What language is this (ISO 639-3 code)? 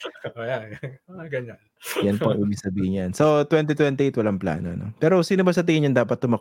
fil